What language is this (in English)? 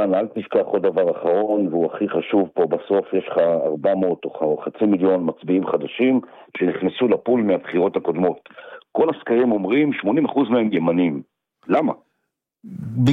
Hebrew